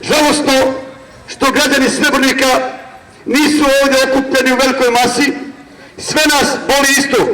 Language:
Bosnian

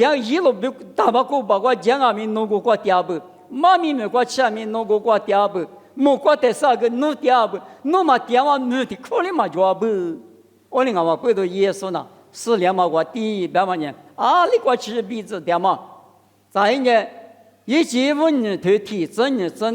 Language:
Lisu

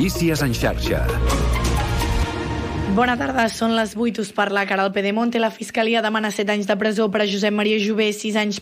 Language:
Catalan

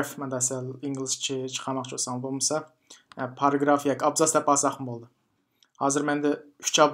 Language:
Uyghur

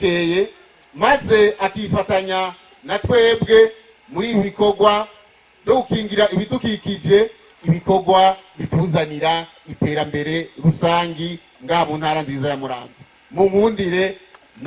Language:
Rundi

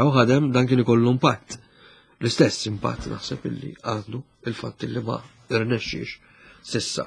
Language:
Maltese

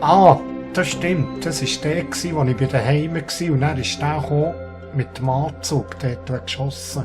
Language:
Swiss German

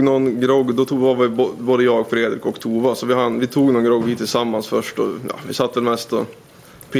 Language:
Swedish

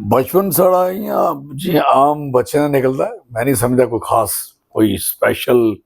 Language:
Dogri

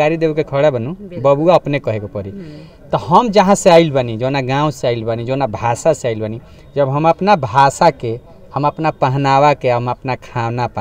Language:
Bhojpuri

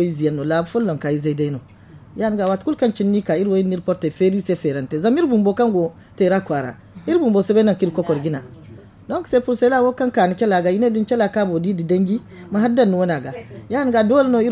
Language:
Zarma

